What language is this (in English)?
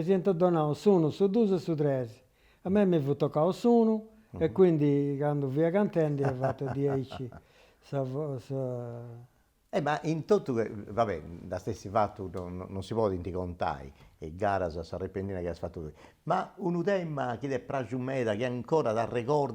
Sardinian